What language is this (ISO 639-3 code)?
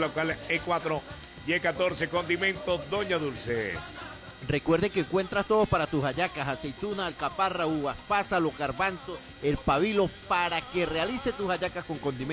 spa